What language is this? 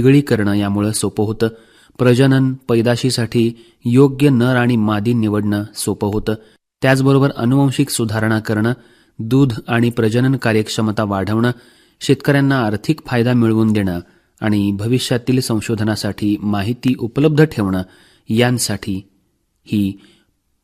Marathi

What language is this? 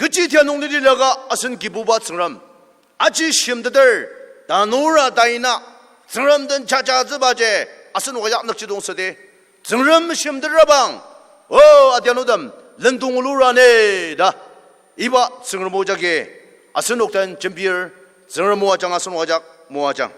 Ao Naga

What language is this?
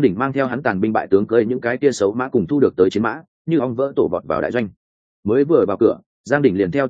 Vietnamese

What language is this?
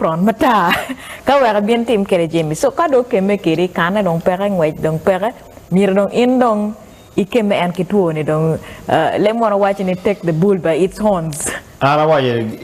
Acoli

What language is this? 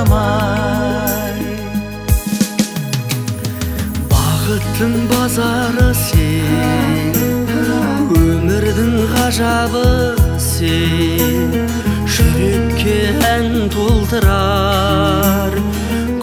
Kazakh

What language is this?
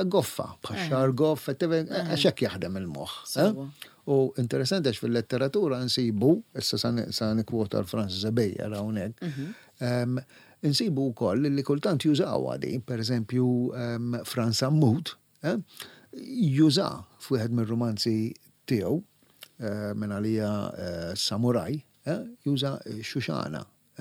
Maltese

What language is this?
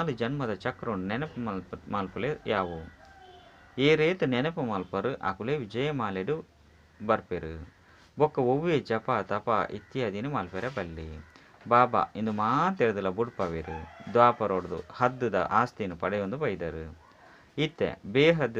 Tulu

